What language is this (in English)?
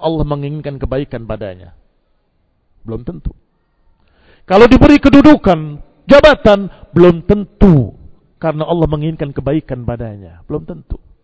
Indonesian